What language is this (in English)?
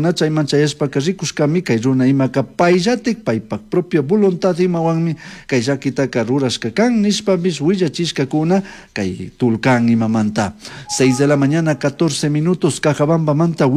Chimborazo Highland Quichua